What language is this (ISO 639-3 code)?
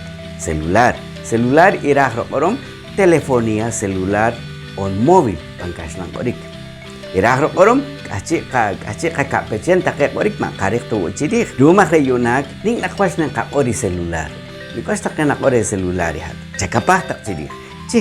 poh